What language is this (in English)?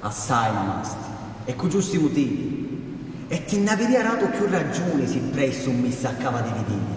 Sicilian